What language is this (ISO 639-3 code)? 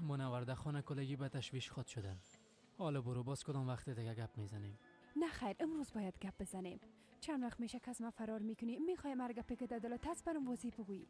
fas